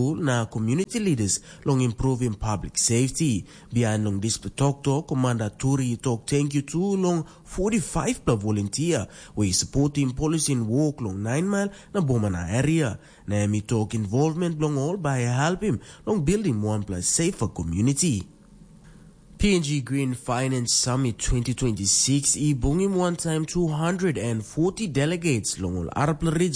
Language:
Tok Pisin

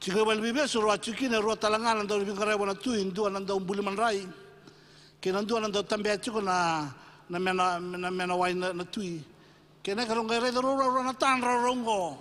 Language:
Fijian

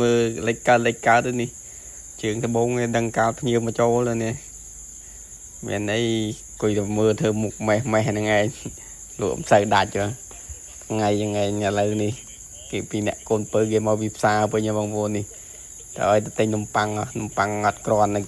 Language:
Khmer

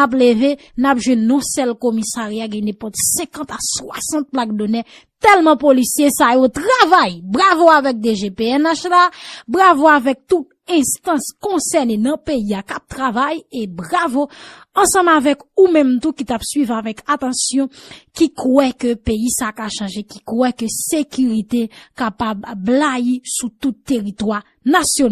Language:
Haitian Creole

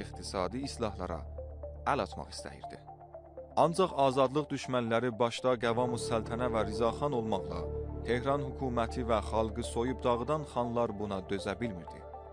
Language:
South Azerbaijani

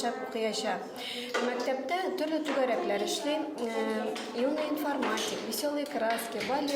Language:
Bashkir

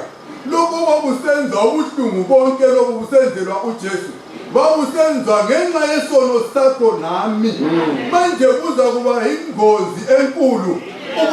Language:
North Ndebele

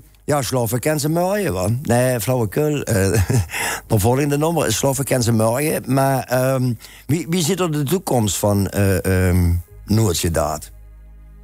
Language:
Limburgish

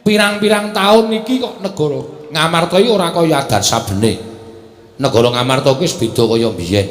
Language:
Javanese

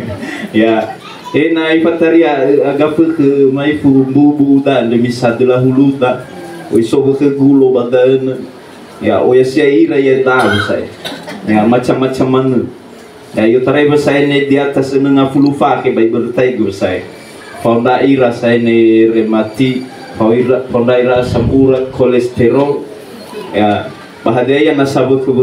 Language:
Nias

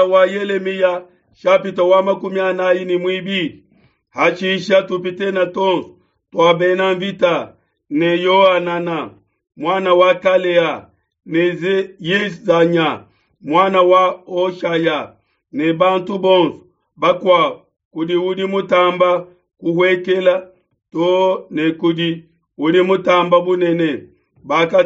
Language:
Luba-Lulua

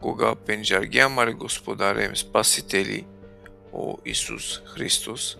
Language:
Balkan Romani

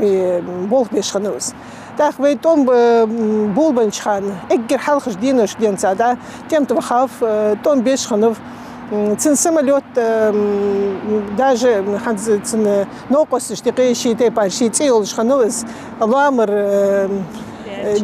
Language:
Ingush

